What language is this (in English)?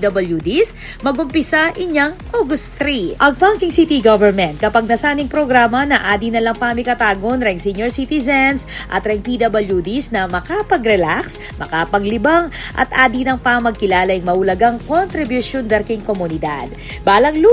Pampanga